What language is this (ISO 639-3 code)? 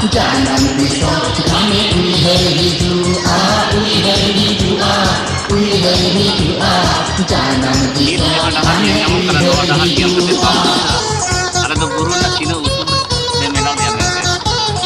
sat